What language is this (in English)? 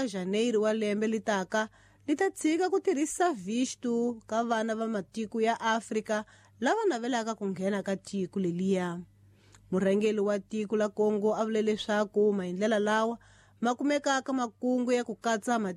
Tsonga